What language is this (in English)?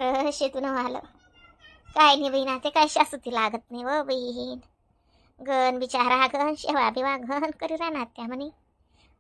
Khandesi